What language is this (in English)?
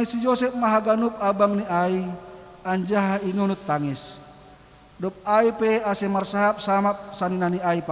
Batak Simalungun